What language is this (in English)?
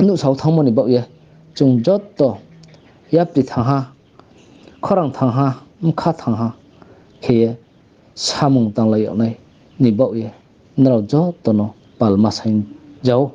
Riang (India)